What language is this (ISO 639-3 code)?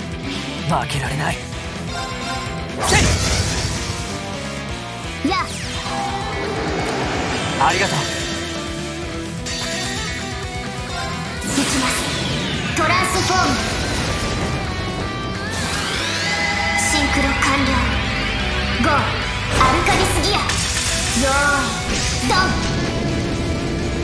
jpn